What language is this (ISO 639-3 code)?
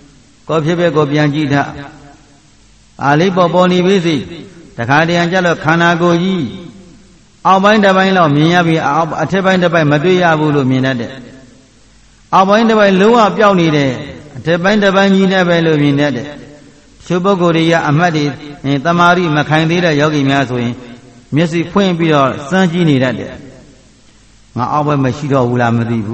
mya